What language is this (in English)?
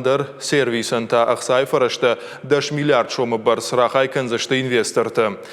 Ossetic